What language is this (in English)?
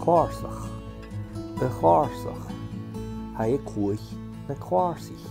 Scottish Gaelic